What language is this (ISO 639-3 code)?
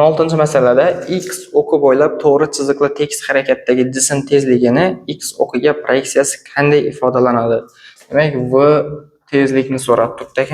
uzb